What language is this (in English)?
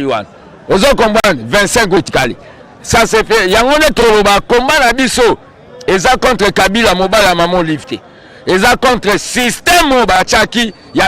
Lingala